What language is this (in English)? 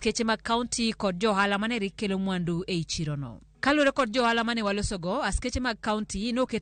Luo (Kenya and Tanzania)